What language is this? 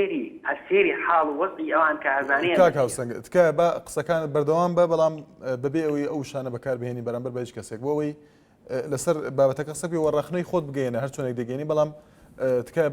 Central Kurdish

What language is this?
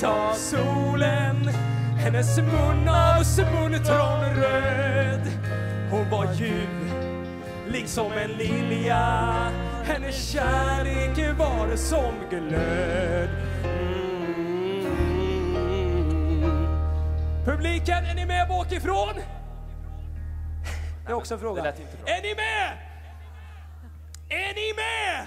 Swedish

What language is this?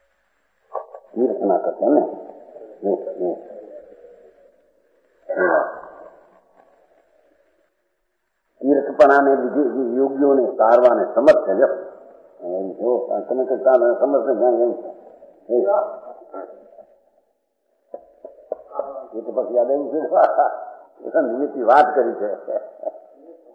Gujarati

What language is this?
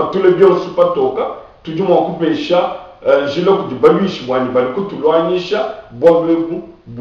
Luba-Lulua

